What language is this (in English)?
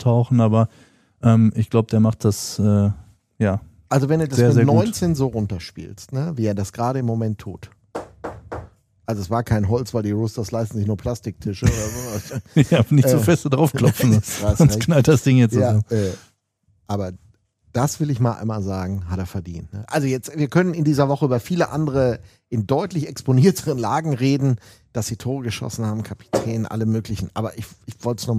German